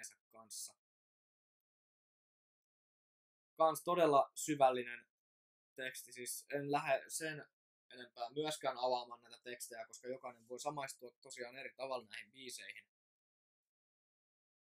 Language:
Finnish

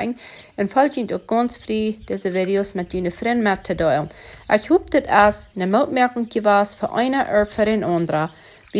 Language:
Plautdietsch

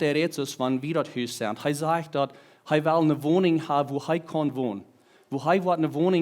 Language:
Plautdietsch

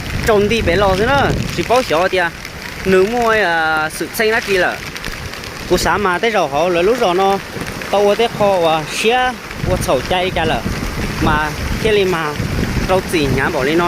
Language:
Hmong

